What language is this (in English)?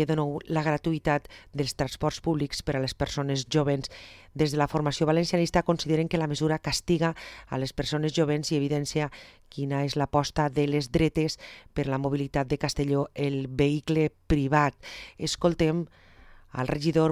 Catalan